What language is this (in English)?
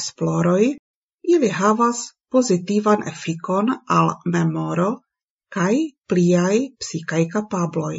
Esperanto